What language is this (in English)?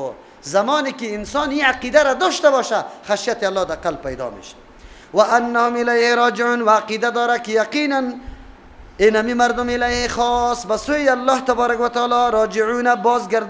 Persian